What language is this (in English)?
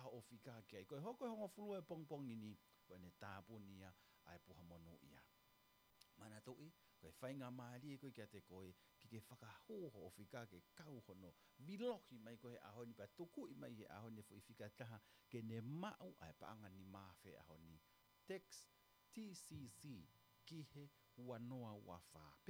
Tongan